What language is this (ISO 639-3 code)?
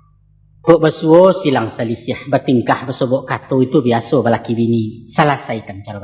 min